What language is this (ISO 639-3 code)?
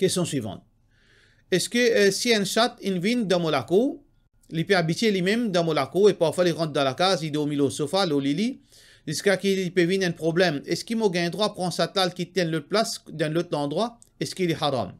mfe